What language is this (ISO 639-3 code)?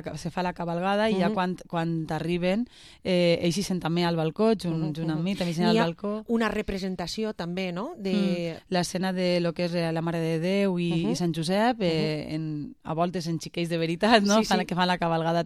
cat